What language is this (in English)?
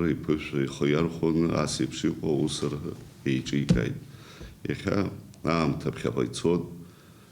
Abkhazian